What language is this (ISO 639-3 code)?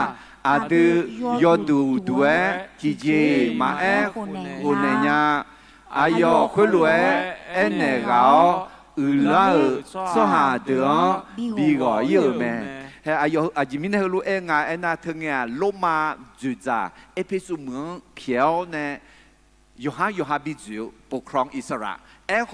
ahk